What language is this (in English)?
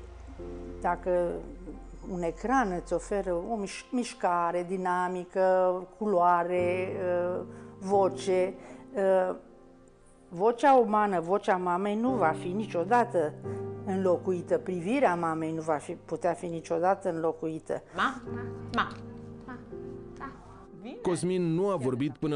Romanian